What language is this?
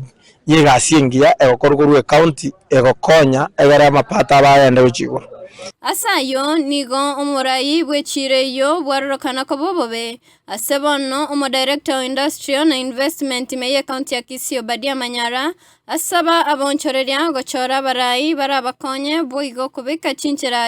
Gusii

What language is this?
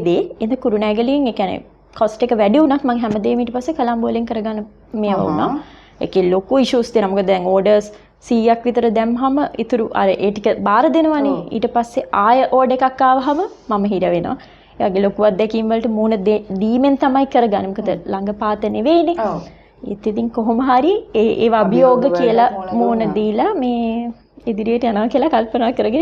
Sinhala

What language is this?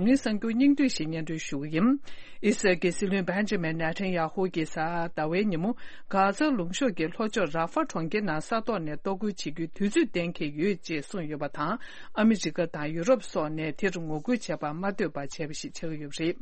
Tibetan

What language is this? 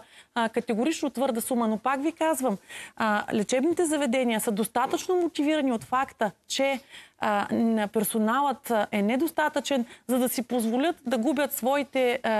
Bulgarian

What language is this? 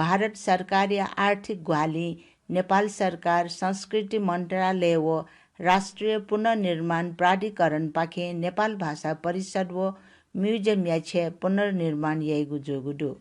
Newari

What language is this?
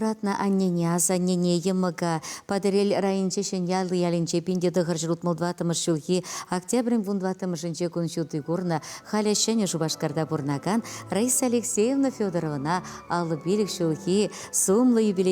Chuvash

